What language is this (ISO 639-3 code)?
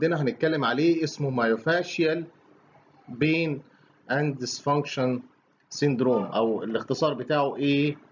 arz